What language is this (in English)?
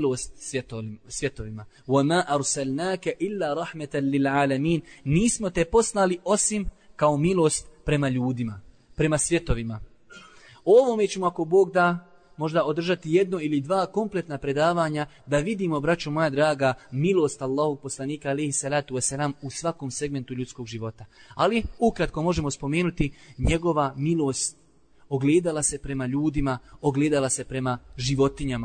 Bosnian